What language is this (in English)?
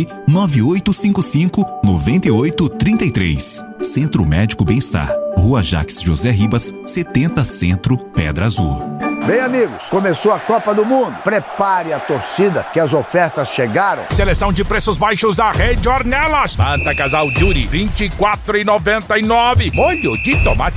Portuguese